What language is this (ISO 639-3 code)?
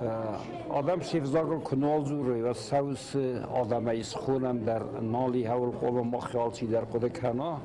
oss